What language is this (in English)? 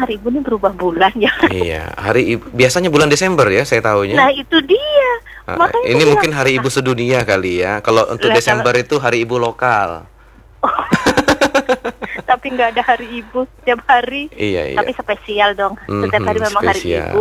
Indonesian